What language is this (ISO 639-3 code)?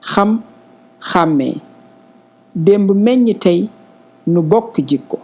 wol